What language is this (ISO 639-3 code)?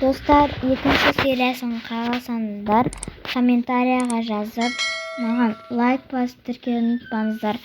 kaz